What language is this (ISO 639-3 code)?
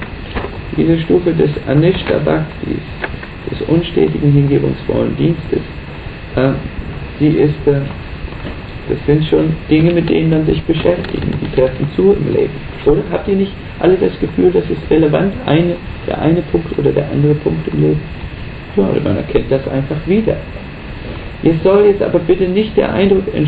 deu